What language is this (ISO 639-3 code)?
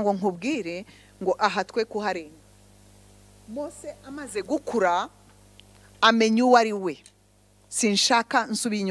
kin